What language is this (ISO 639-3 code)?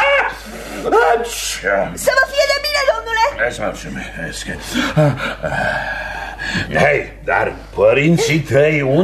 ron